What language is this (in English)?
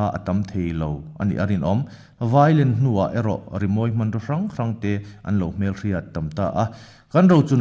Mizo